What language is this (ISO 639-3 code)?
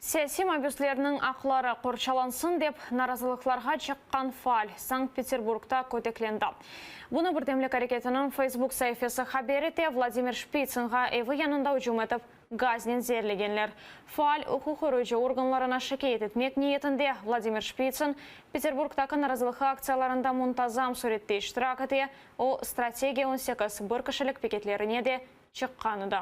crh